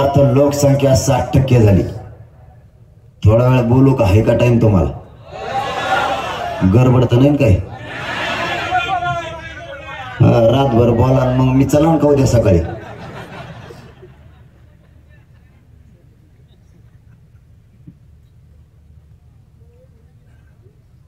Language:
Marathi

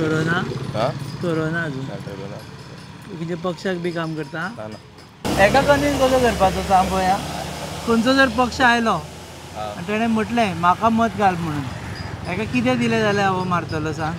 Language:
Konkani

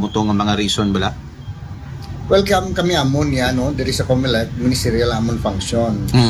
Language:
Aklanon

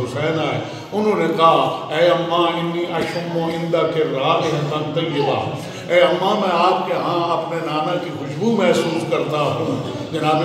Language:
Urdu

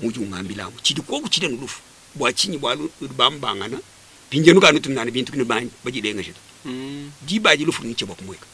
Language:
Luba-Lulua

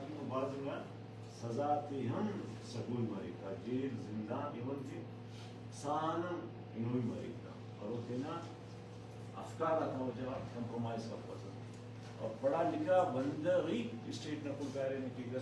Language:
Brahui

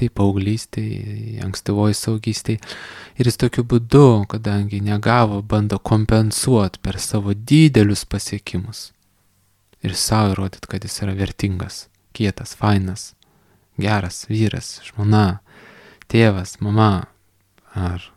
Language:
Lithuanian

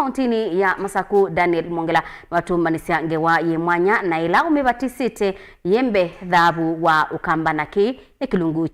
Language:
Kamba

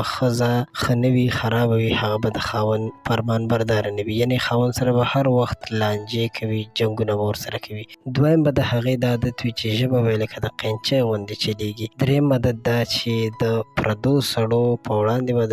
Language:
Pashto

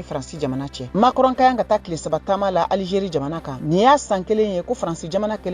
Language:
Bambara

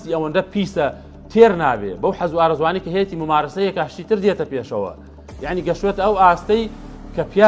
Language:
Central Kurdish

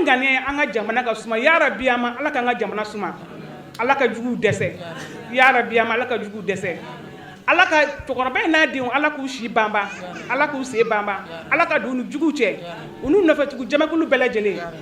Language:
Bambara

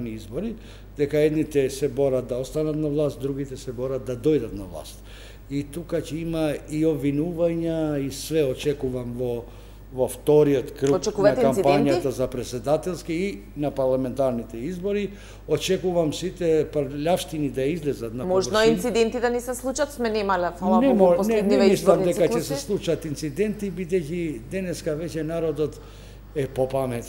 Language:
Macedonian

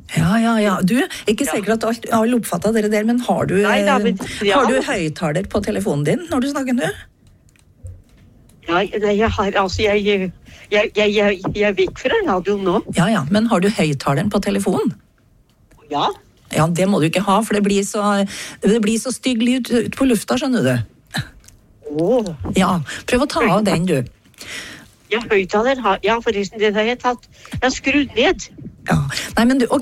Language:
Norwegian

